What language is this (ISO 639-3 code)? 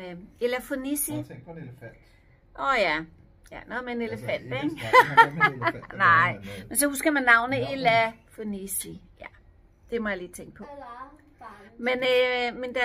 dan